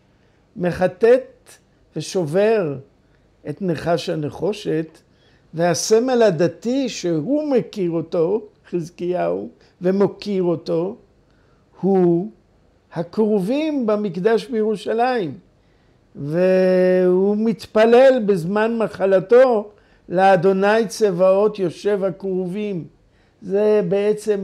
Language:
Hebrew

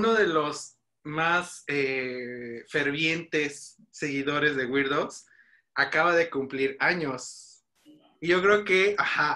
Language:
Spanish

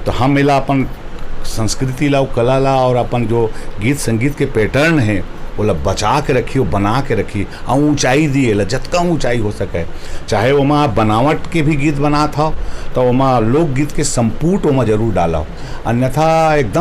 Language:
Chhattisgarhi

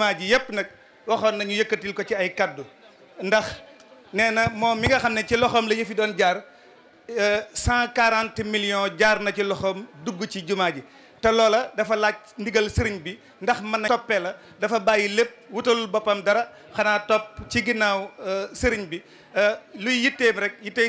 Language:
Wolof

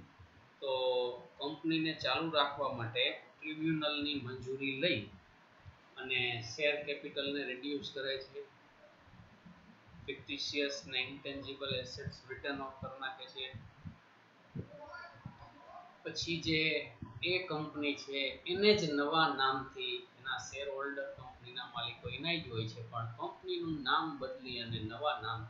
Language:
Gujarati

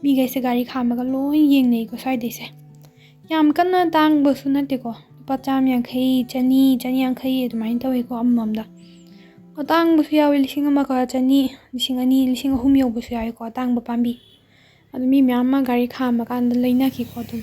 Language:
Manipuri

